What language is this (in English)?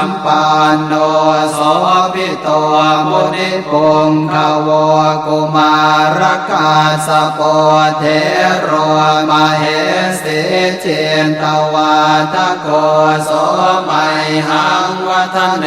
Pali